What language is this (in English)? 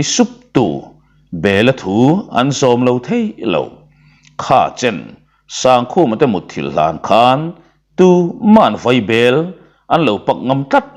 Mizo